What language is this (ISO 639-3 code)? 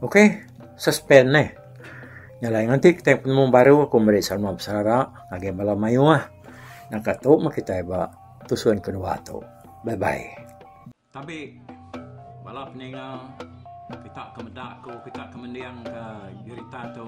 iba